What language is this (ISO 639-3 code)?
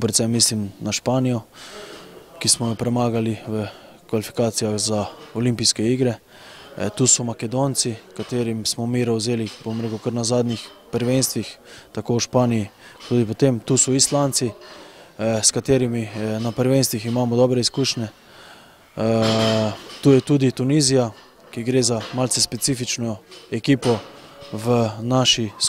slv